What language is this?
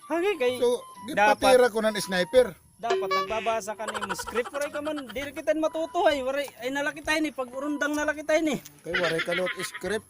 Waray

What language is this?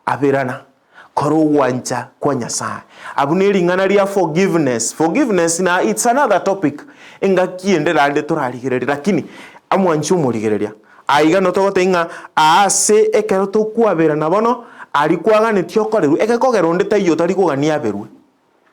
Gusii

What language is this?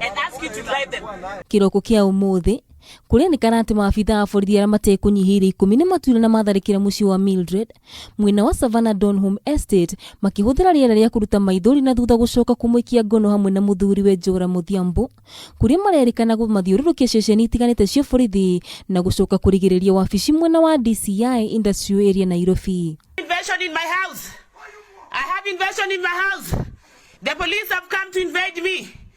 Kikuyu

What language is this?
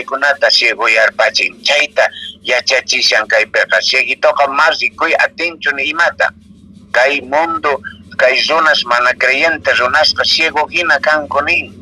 Quechua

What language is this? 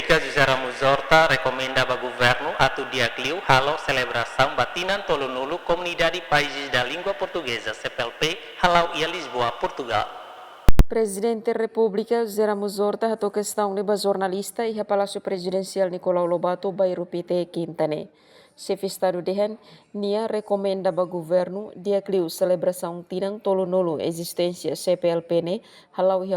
Tetum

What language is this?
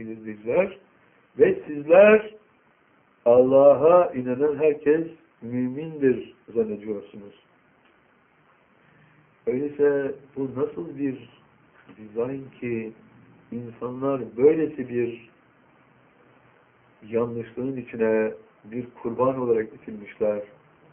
Turkish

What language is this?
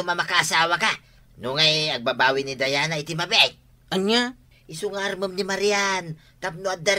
Iloko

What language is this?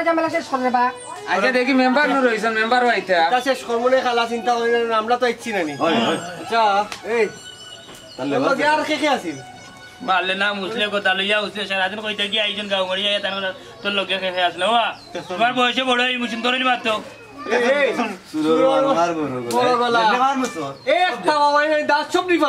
Sylheti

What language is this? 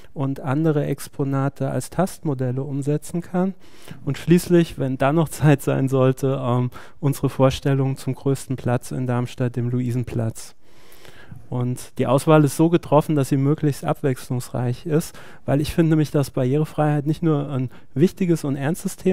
German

